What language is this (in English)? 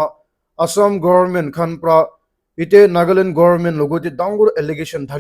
Naga Pidgin